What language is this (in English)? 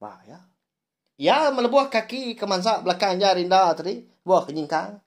Iban